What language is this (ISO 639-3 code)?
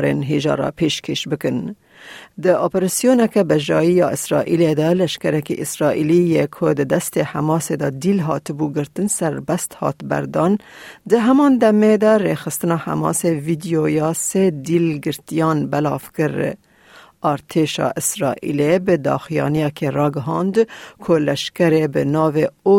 kur